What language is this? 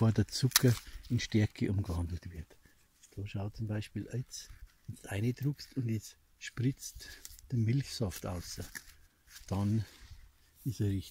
Bavarian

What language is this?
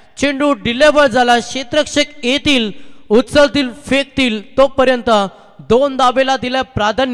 Marathi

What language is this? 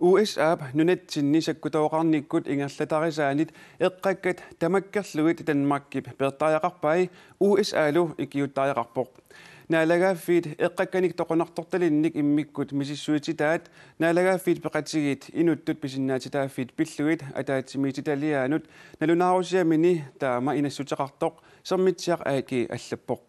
Kalaallisut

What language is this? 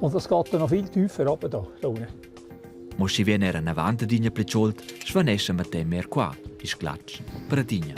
Romansh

